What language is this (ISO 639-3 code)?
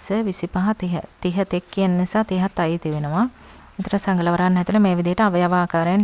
sin